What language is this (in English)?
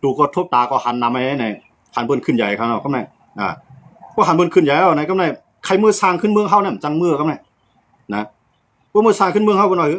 Shan